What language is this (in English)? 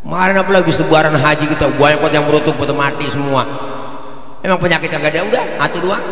Betawi